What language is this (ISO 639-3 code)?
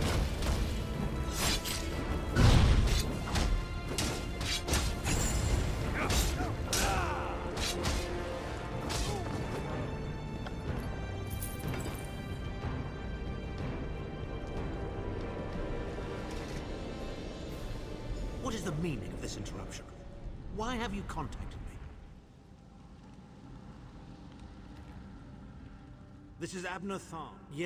eng